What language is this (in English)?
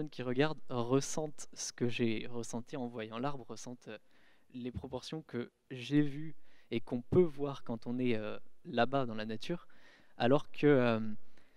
French